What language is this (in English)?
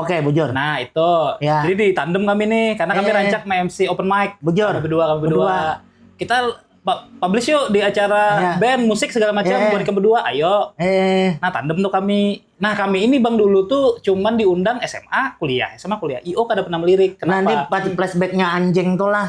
Banjar